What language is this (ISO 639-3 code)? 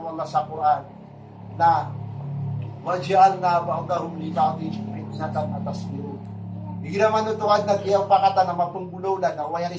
mrw